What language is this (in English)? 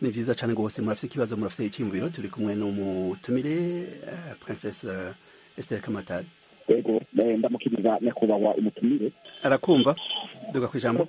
Rundi